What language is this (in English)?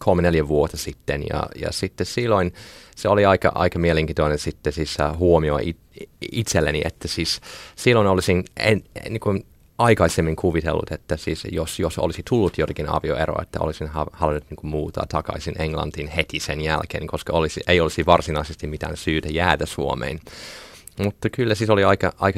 Finnish